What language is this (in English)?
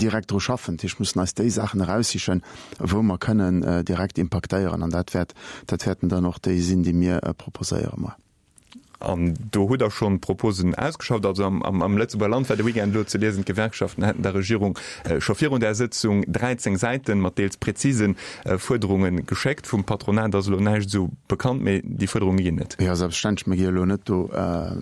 Luxembourgish